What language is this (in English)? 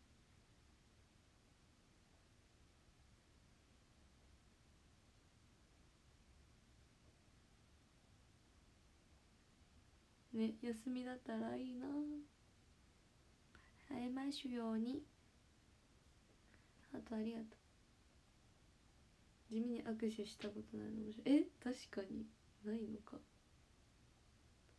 Japanese